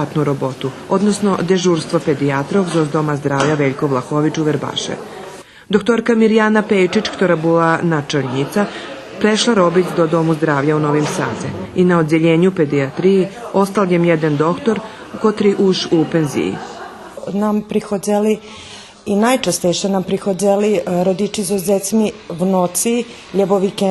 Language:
Rusyn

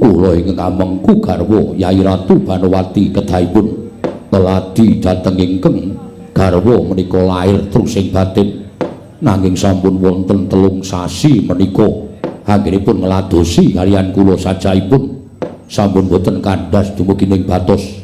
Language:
Javanese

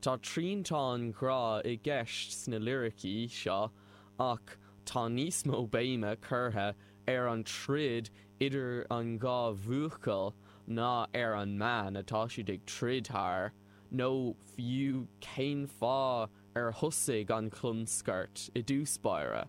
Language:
Irish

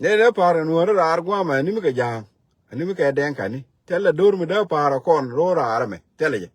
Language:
Nuer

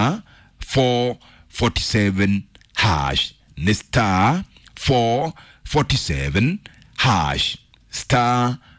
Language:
Kikuyu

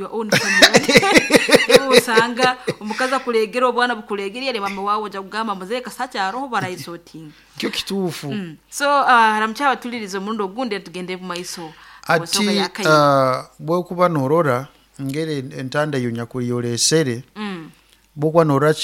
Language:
Nyoro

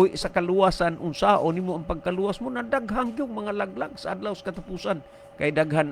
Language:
Cebuano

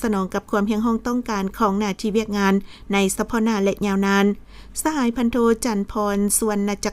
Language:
Lao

